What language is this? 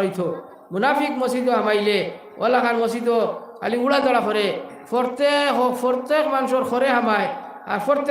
Sylheti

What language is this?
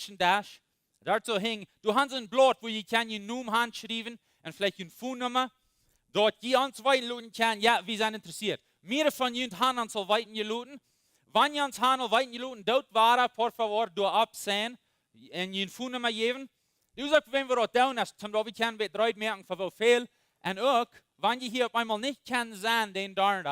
Plautdietsch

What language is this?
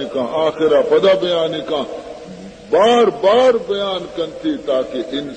Baluchi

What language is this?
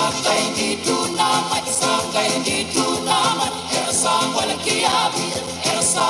Tongan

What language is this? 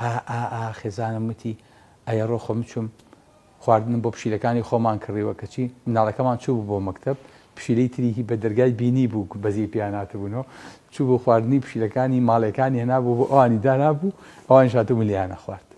Central Kurdish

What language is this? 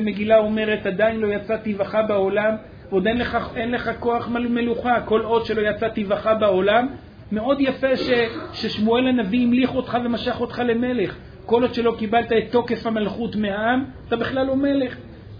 Hebrew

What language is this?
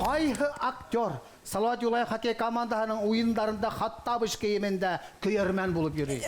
Bashkir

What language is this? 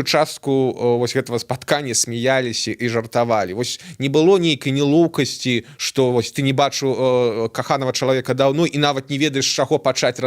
Belarusian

